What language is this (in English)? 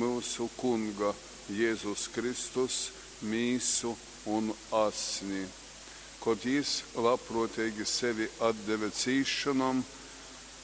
Latgalian